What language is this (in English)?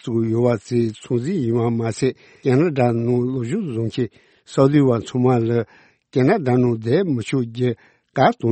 Tibetan